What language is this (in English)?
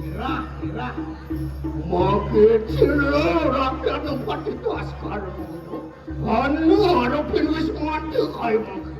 Balinese